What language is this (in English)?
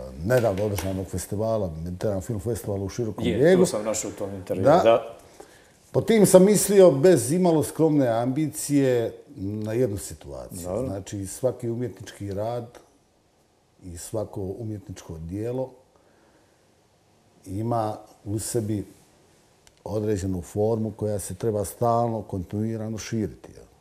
Croatian